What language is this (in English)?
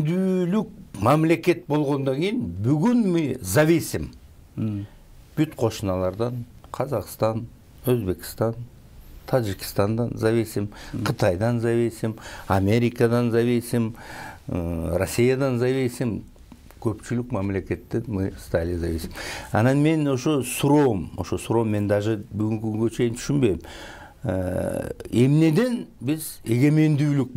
Kyrgyz